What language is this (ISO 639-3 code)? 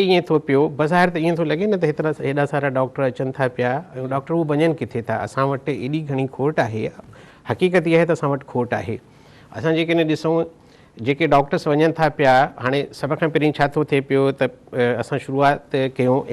snd